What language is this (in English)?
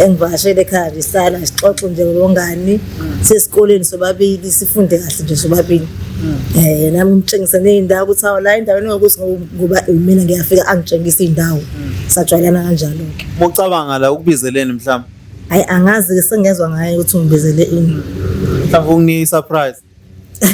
Zulu